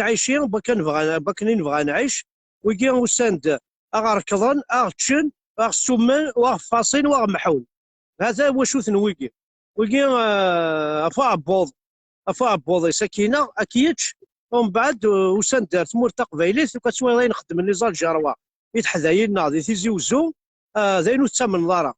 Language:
Kabyle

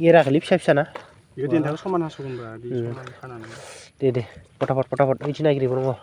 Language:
Bodo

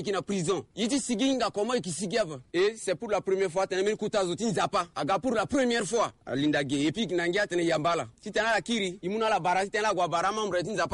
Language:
Sango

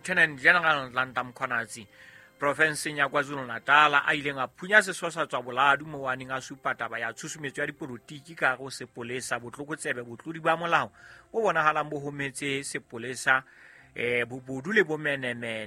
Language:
Southern Sotho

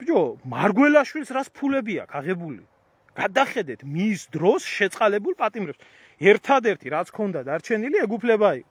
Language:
Georgian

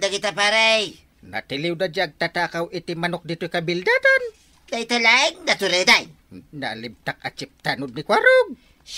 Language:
Iloko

